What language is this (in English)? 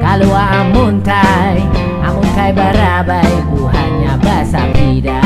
Banjar